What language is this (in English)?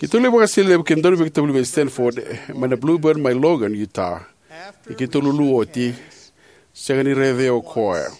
Fijian